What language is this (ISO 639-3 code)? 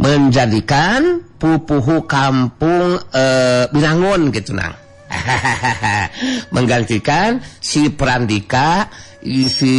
sun